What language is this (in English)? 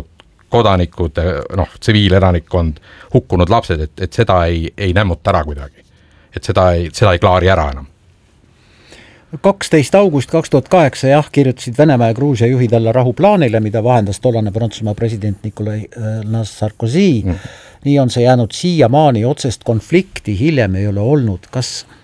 Estonian